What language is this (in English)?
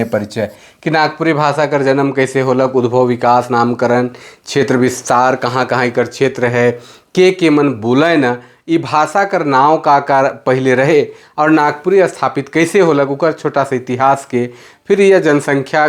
Sadri